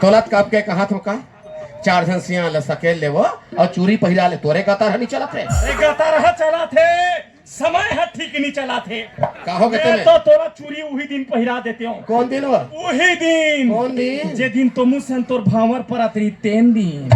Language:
Chhattisgarhi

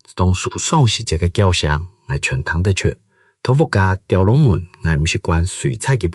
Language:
Hakka Chinese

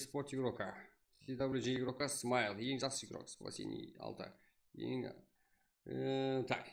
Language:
Kara-Kalpak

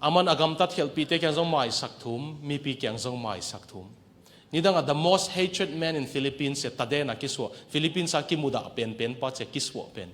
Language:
Tedim Chin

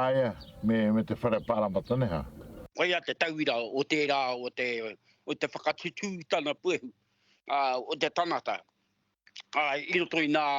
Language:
Māori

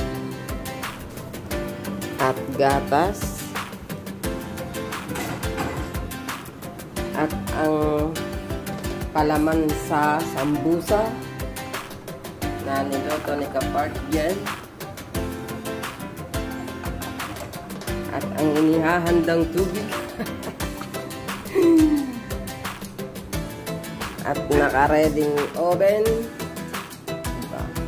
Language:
Filipino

